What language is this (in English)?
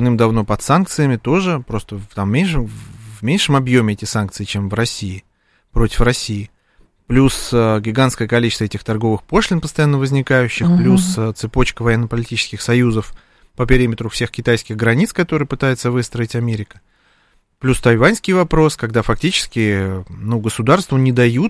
Russian